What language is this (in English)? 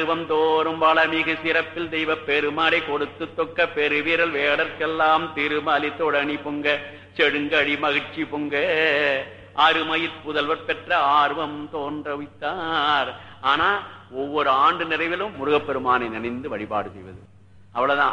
Tamil